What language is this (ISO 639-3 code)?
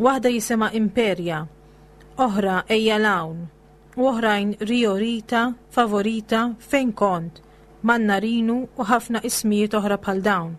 mlt